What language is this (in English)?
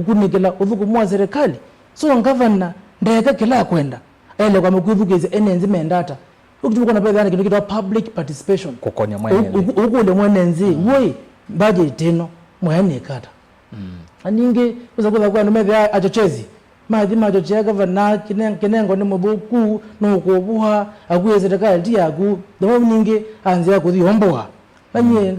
Kamba